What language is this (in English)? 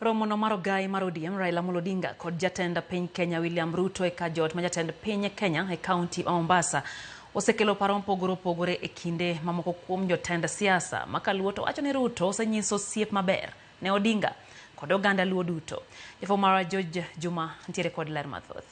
Luo (Kenya and Tanzania)